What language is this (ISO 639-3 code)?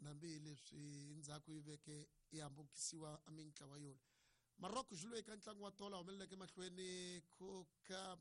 tso